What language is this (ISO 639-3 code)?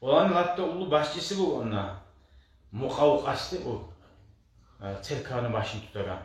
kum